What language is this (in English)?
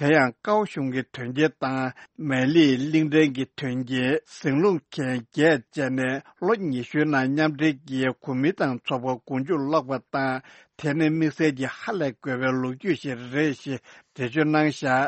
Tibetan